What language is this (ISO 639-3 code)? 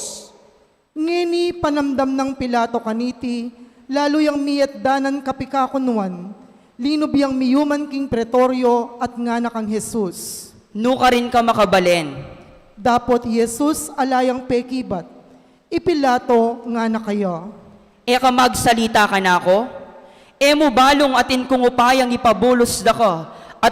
pam